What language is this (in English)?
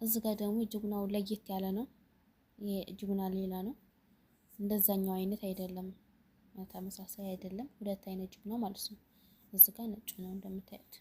Amharic